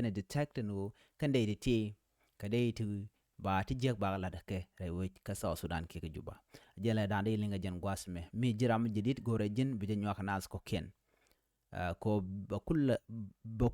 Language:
Nuer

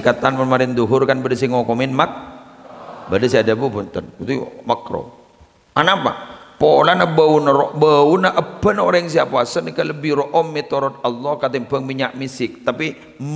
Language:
Madurese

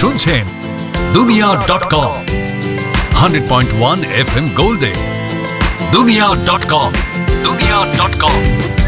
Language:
Bangla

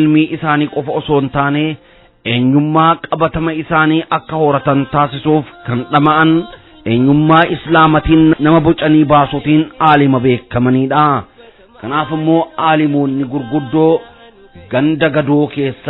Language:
Oromo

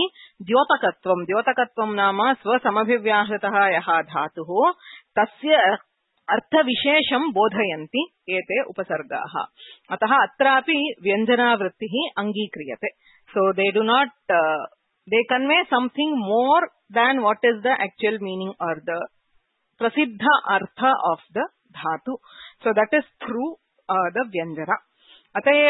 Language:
Sanskrit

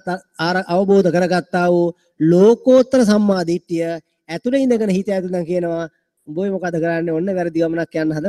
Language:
Sinhala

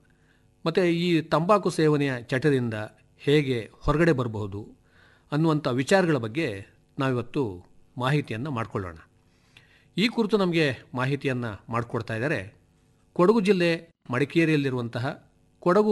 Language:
Kannada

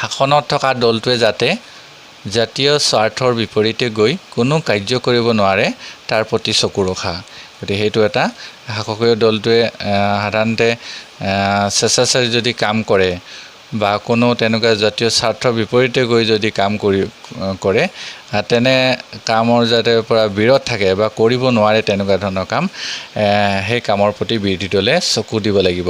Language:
Assamese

